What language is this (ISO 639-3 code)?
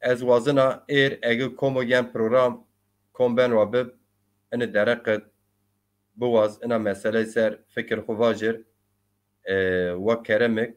zza